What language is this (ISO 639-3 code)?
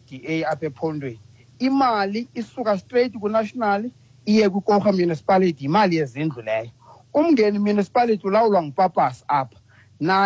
xho